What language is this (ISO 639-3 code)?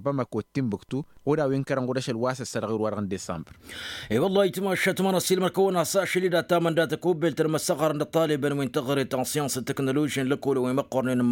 taq